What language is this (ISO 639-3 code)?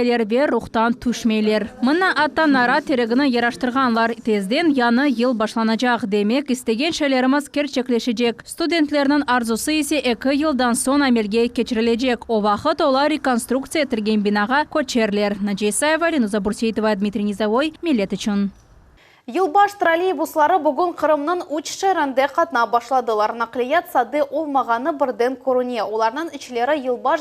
crh